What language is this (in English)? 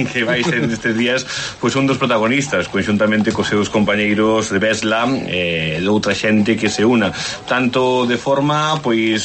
Galician